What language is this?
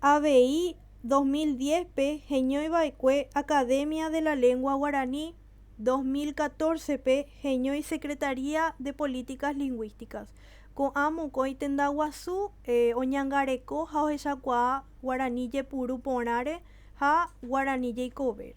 Guarani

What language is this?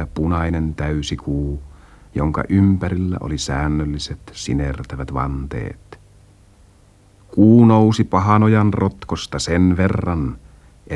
Finnish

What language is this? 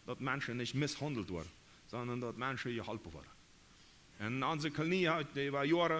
Plautdietsch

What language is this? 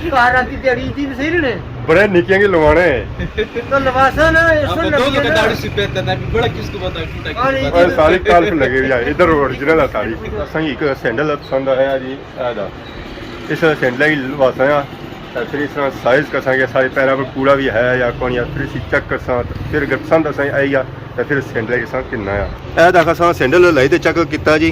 Pahari-Potwari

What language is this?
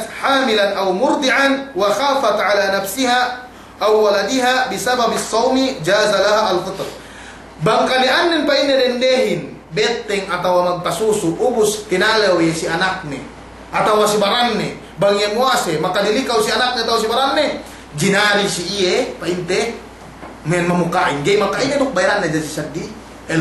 Yakan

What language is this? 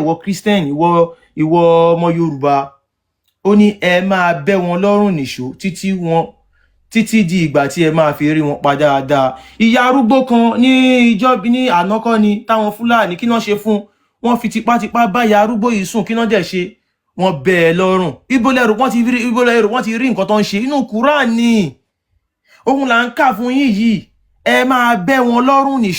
Yoruba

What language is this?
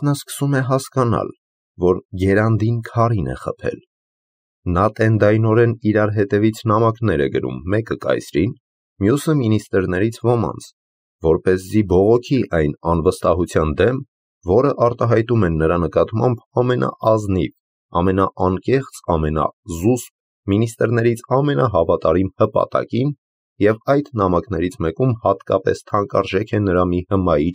Armenian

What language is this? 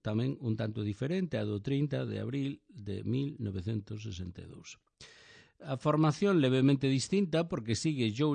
Galician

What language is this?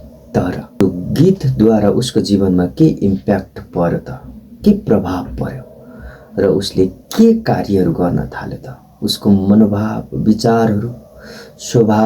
Nepali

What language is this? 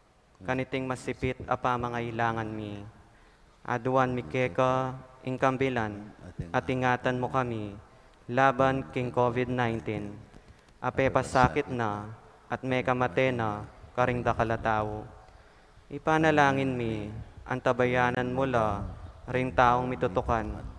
Pampanga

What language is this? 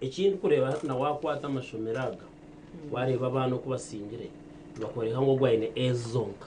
Nyankole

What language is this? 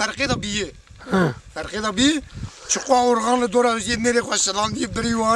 Kurdish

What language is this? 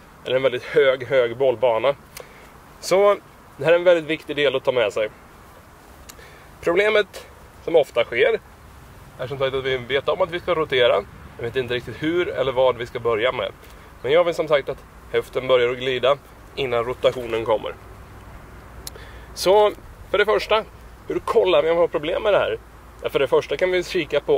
Swedish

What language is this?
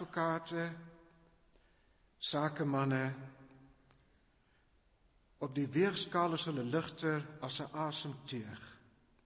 Afrikaans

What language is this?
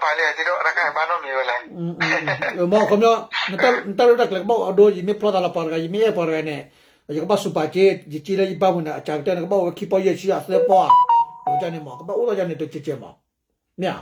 S'gaw Karen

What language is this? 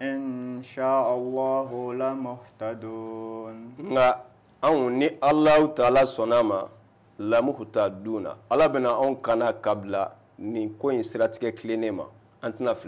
Bambara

